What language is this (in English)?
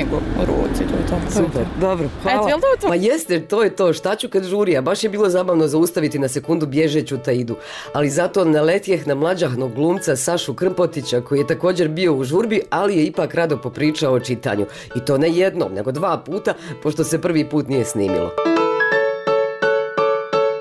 Bosnian